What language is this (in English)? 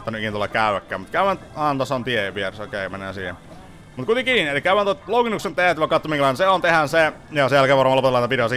Finnish